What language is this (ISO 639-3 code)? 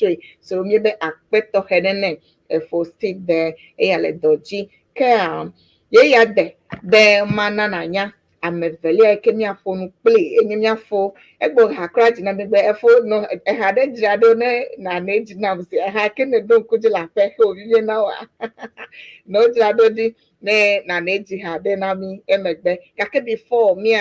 ewe